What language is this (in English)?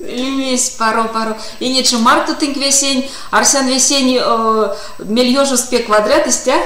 Erzya